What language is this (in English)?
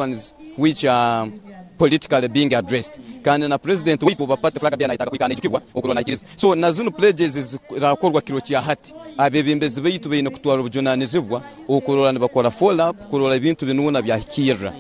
Nyankole